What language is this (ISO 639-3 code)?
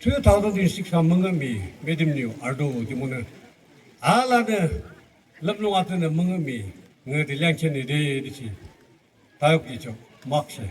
yim